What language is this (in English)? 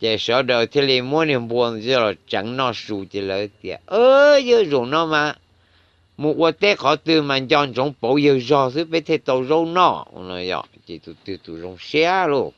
Hmong